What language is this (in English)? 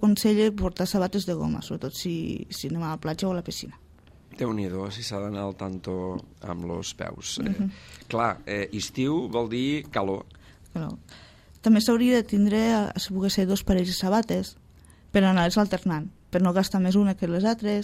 Catalan